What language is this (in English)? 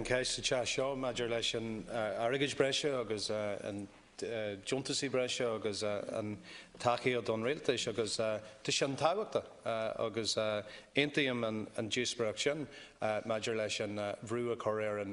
Irish